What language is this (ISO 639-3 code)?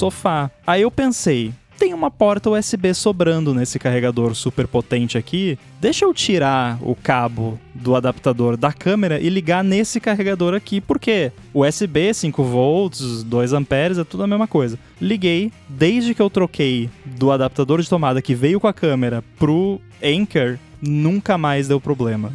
por